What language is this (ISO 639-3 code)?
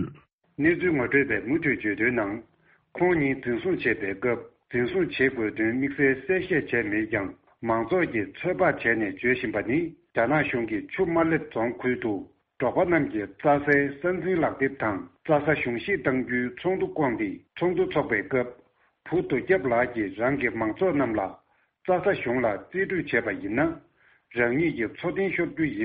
bod